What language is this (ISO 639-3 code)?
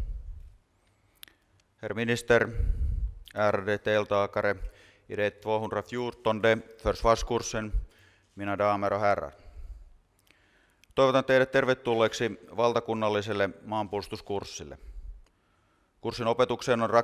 fin